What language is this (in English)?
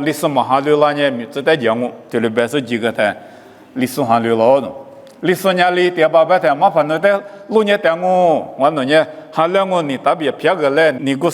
Lisu